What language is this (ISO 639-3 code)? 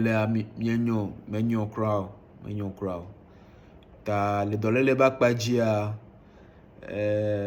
ewe